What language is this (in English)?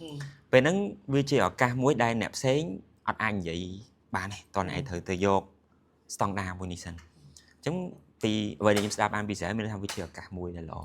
Khmer